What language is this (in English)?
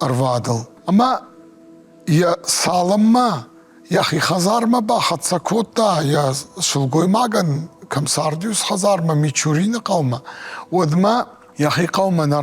Ossetic